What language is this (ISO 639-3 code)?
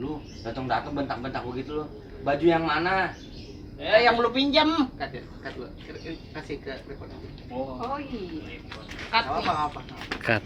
bew